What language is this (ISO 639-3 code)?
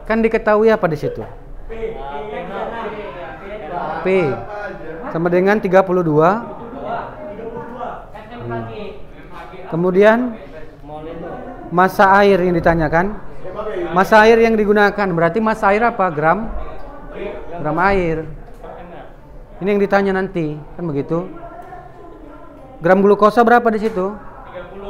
ind